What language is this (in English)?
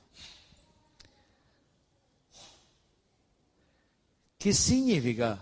Italian